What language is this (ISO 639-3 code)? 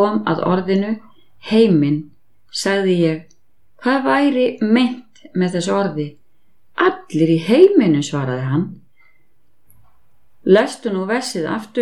isl